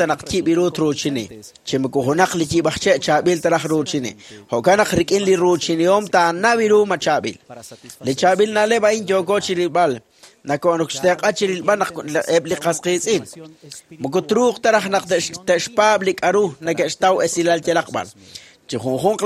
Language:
Kekchí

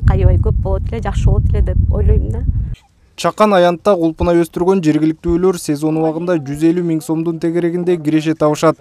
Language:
Kyrgyz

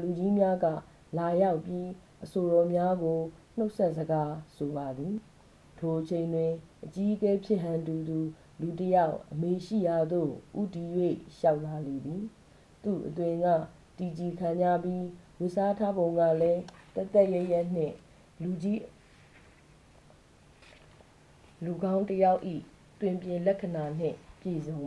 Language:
Burmese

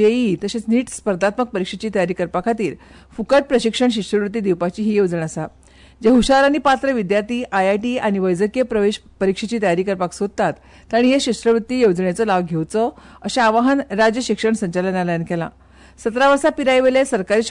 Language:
Konkani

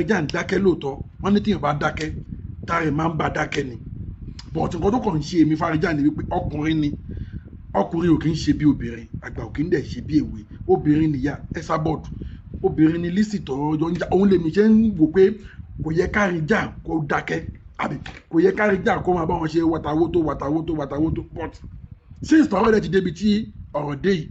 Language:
Yoruba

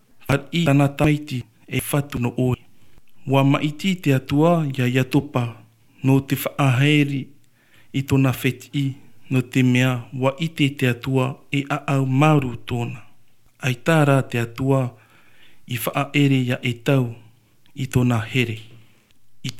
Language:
Tahitian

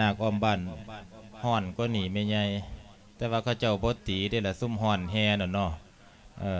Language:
Lao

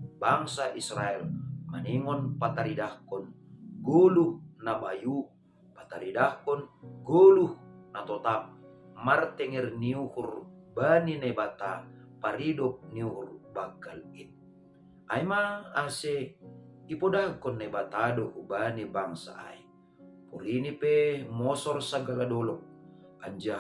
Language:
Batak Simalungun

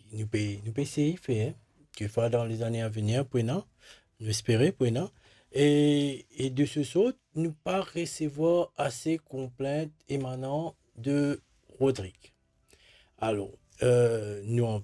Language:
Morisyen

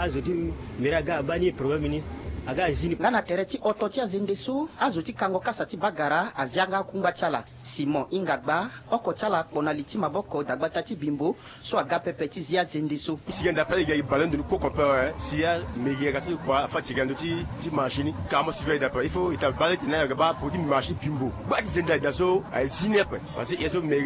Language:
Sango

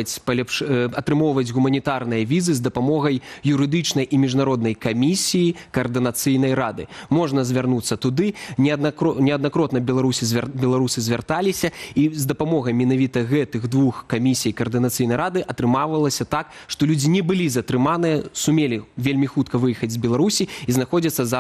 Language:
Belarusian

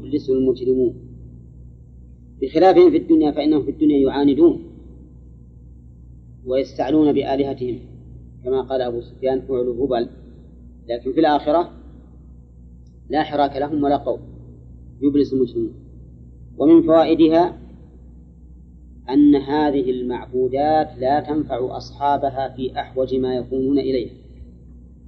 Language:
Arabic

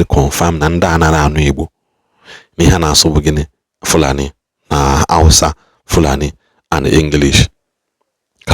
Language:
Igbo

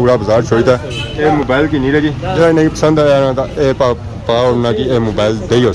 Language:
Pahari-Potwari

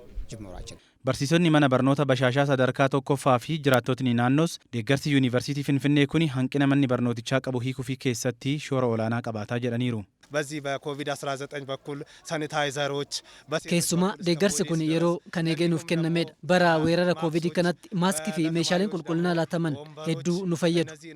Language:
Oromo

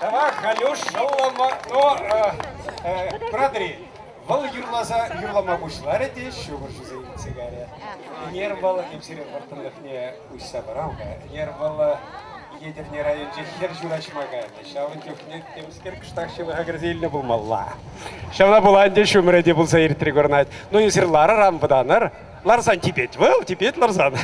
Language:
Chuvash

